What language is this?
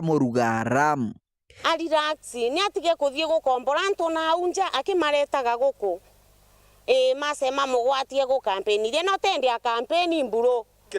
Meru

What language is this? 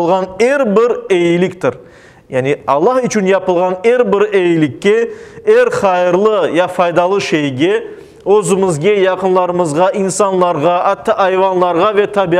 Crimean Tatar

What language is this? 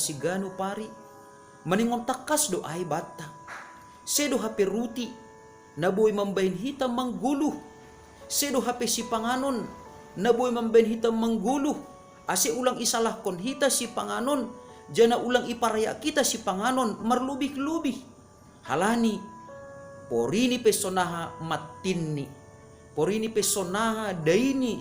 Batak Simalungun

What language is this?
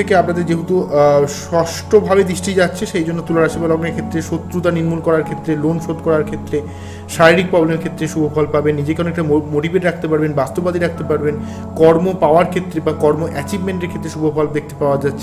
Bangla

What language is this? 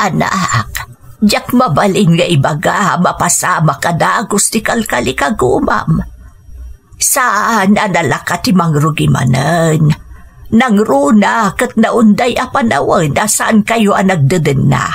Iloko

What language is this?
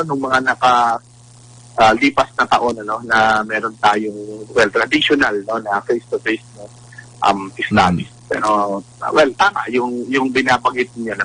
Filipino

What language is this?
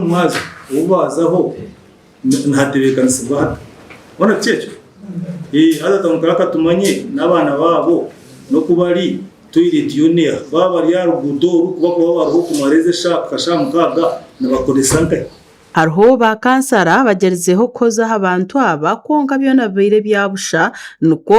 Nyankole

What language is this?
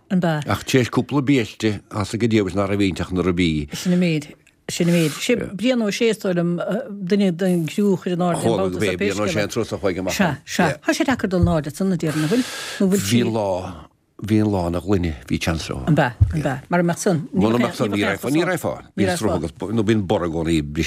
Irish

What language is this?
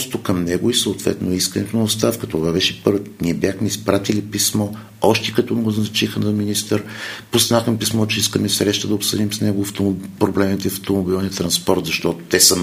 Bulgarian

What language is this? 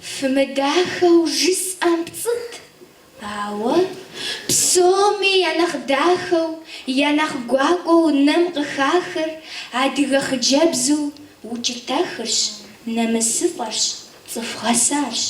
Kabardian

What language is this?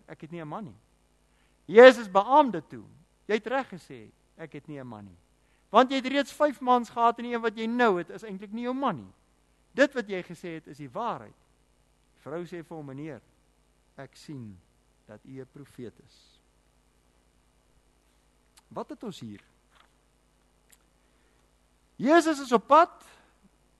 Afrikaans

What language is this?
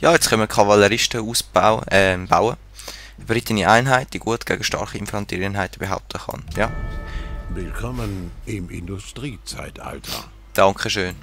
Swiss German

